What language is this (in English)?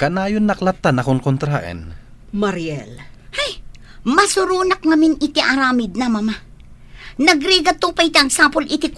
Iloko